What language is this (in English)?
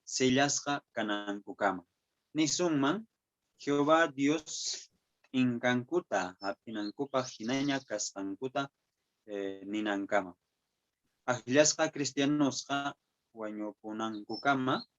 Quechua